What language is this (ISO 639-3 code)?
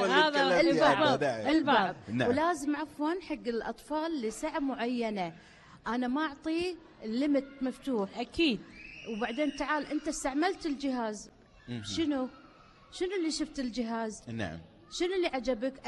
afb